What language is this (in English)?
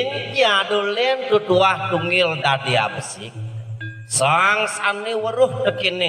Balinese